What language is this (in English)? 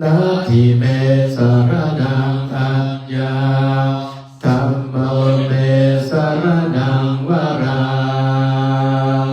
Pali